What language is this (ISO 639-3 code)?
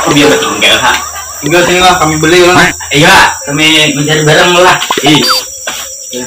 bjn